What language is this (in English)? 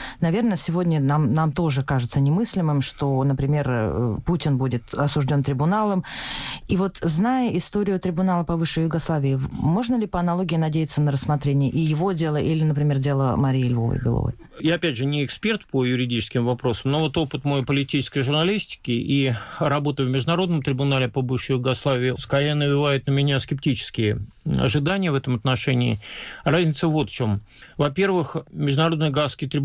Russian